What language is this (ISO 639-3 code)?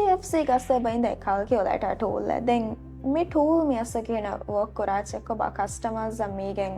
div